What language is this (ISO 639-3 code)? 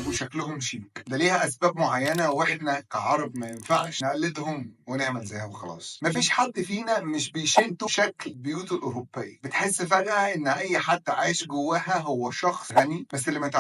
arz